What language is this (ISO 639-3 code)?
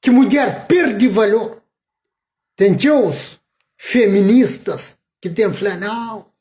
kea